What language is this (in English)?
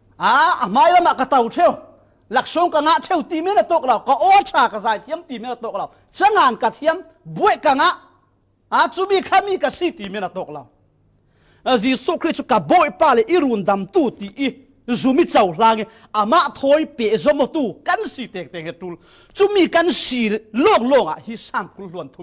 Falam Chin